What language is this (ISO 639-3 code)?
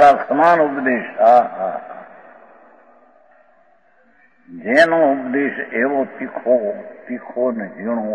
guj